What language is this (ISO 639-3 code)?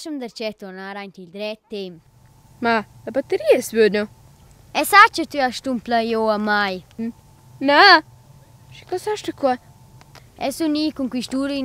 roh